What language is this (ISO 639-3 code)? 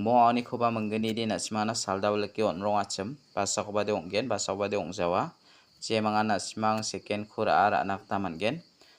grt